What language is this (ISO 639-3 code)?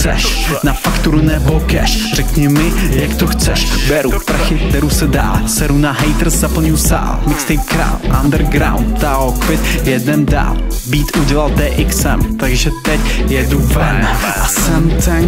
ces